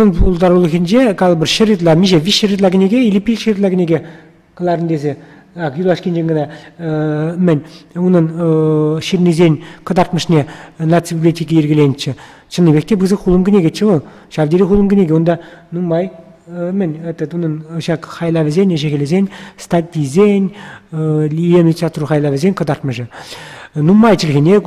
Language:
Chuvash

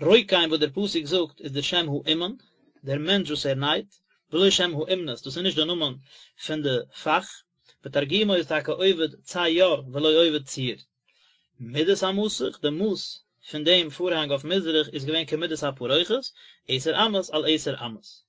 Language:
Yiddish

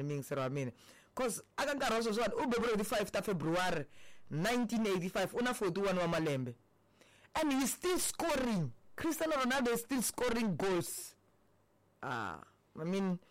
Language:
Tsonga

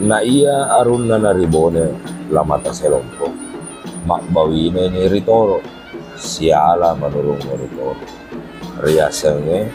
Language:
Buginese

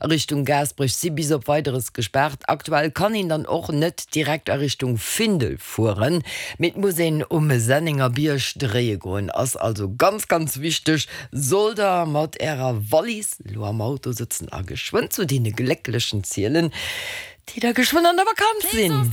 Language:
Luxembourgish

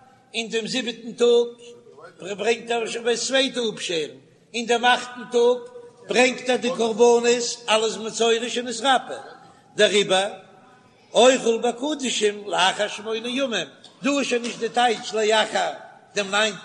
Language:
Yiddish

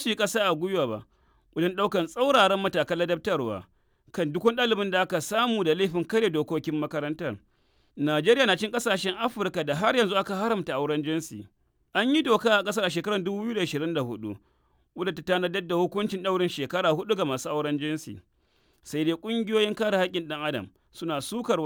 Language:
Hausa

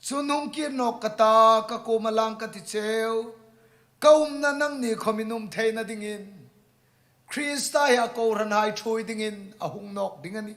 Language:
Hmar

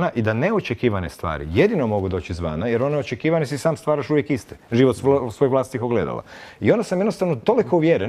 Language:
Croatian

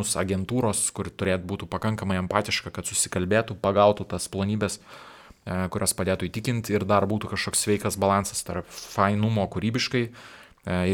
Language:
Lithuanian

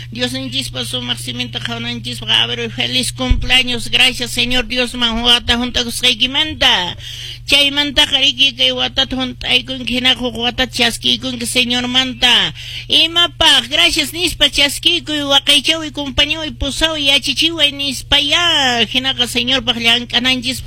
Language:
Quechua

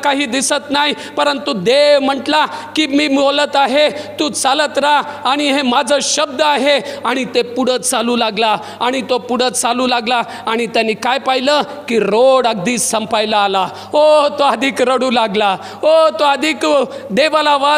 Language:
Marathi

